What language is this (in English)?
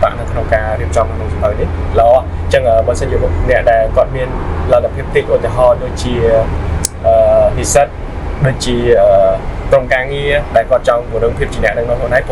Khmer